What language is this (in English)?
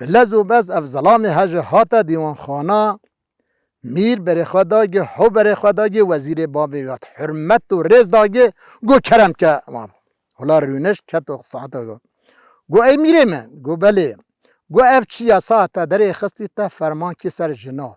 Kurdish